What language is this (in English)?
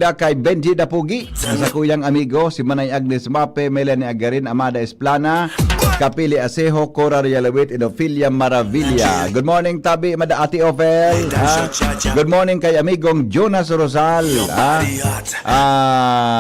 Bikol